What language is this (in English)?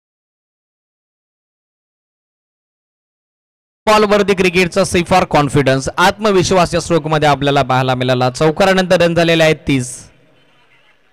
Marathi